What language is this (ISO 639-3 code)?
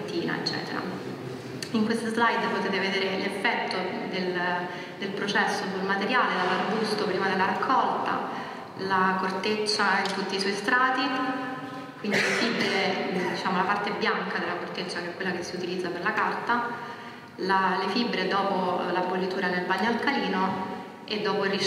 ita